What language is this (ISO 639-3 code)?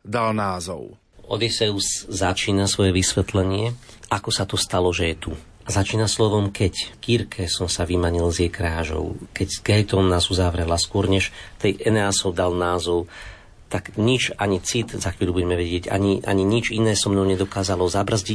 slk